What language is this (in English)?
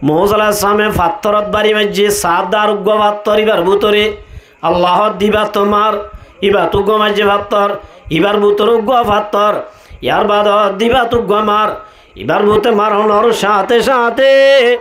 Rohingya